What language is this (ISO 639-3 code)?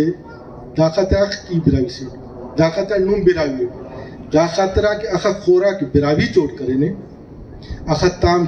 brh